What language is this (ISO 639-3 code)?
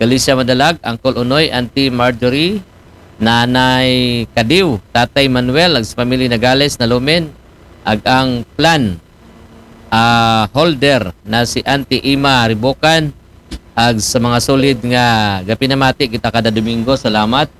akl